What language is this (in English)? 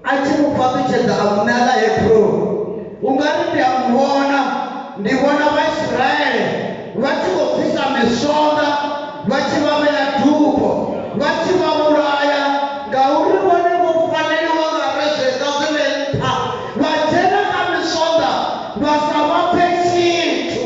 Venda